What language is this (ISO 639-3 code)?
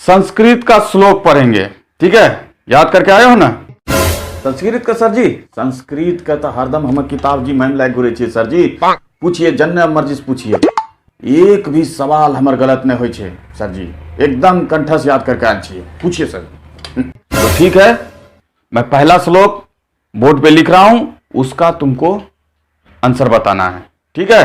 anp